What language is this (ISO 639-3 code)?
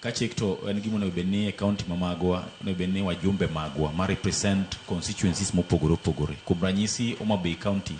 luo